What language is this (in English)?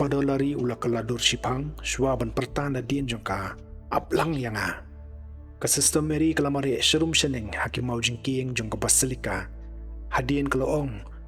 Khasi